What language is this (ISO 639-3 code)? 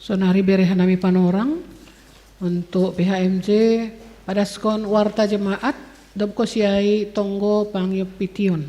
bts